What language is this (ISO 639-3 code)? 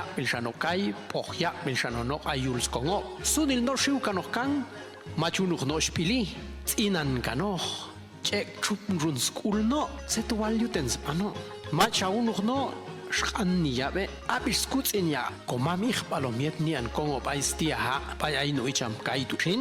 jac